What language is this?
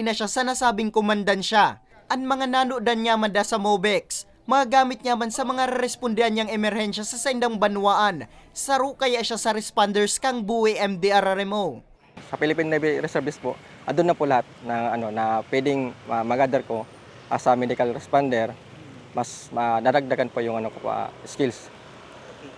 Bikol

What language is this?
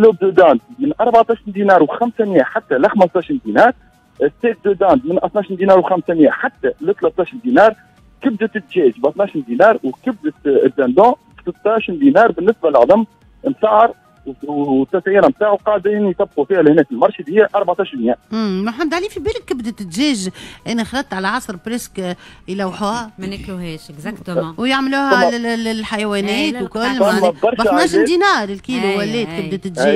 Tunisian Arabic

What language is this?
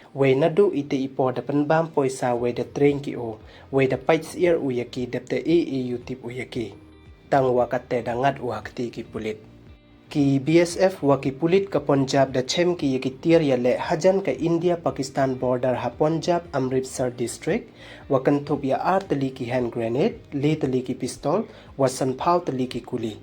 Pnar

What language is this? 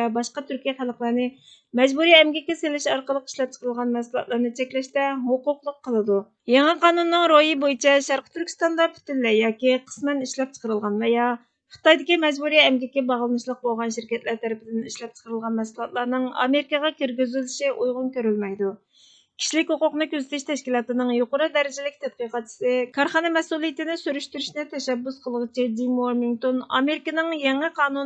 Uyghur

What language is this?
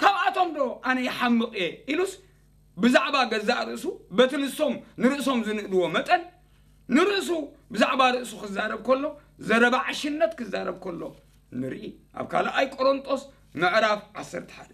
Tigrinya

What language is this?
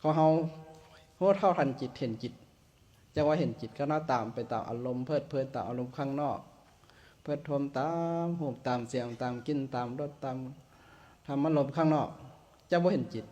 Lao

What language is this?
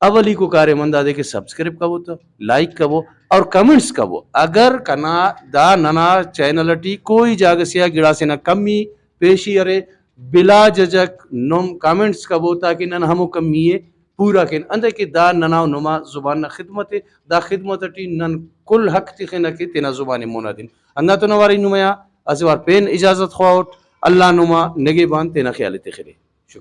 Brahui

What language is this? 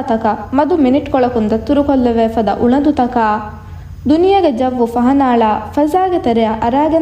Divehi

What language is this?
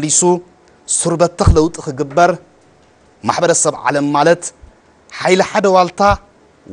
Tigrinya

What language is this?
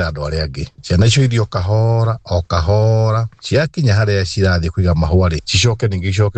Kikuyu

